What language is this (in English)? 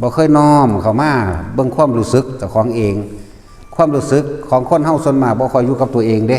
Northeastern Thai